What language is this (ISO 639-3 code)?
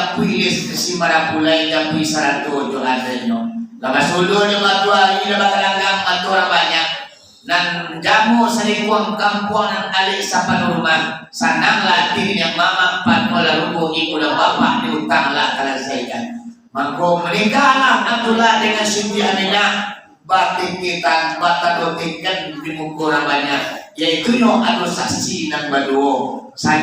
min